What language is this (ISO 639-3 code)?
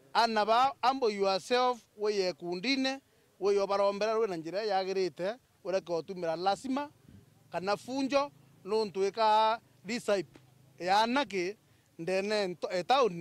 mer